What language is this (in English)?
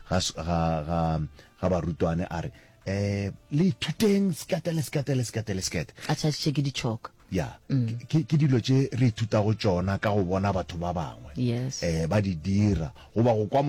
Northern Sotho